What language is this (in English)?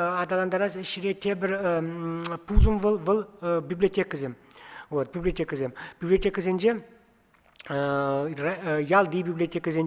Chuvash